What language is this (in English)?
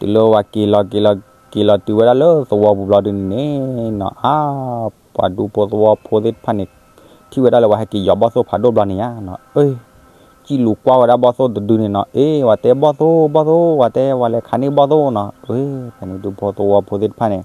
S'gaw Karen